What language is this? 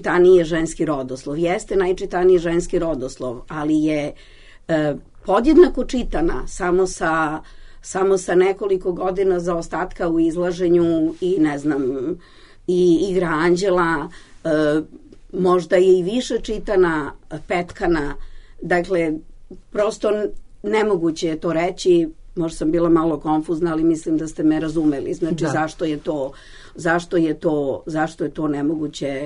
Serbian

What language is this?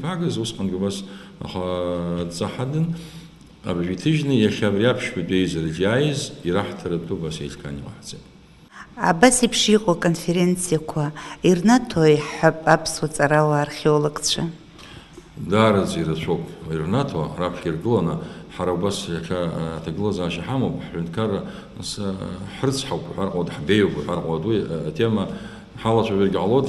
Abkhazian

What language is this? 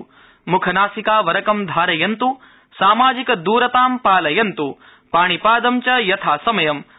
Sanskrit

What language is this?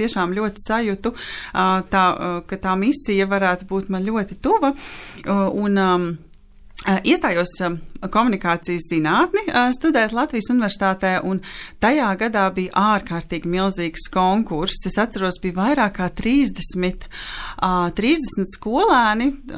Latvian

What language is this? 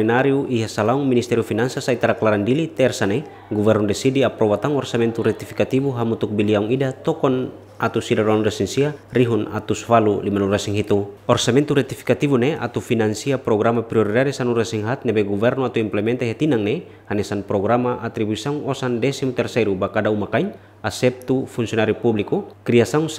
Tetum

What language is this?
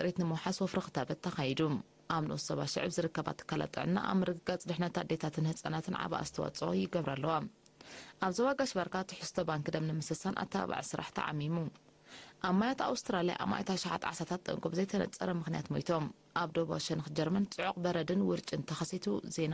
Tigrinya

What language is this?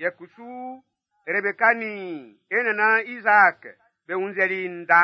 Baoulé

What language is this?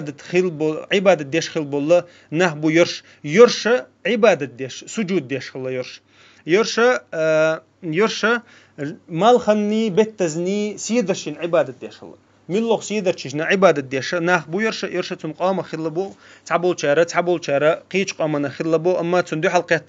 Chechen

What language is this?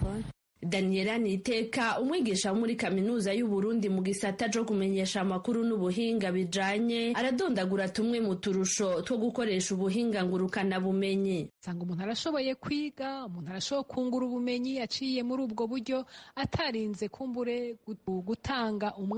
Rundi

